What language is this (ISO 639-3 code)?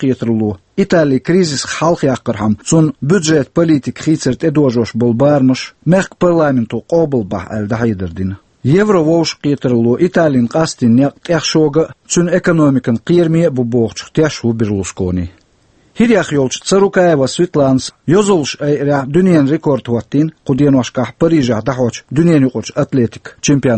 che